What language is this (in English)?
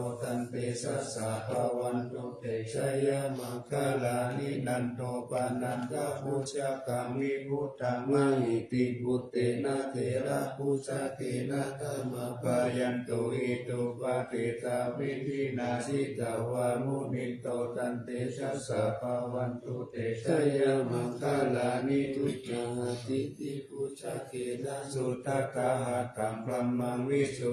Pali